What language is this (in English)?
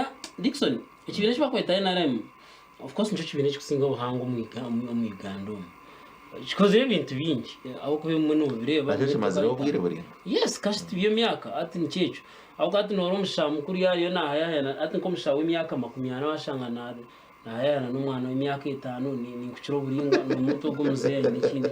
Nyankole